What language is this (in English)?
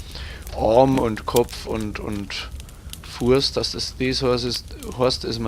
Bavarian